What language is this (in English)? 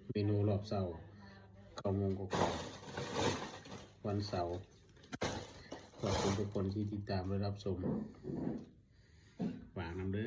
Lao